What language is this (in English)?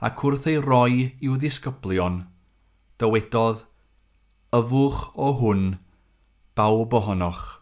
Welsh